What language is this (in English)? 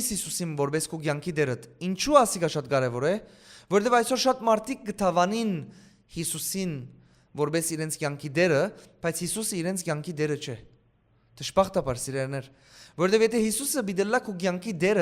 Western Armenian